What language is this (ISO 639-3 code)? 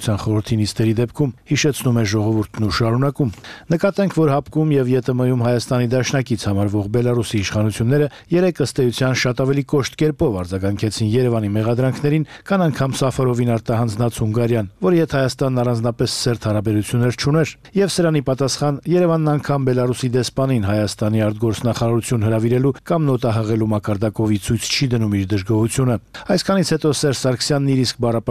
hye